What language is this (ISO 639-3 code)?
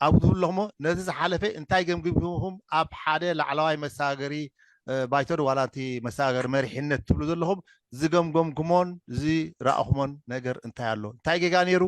tir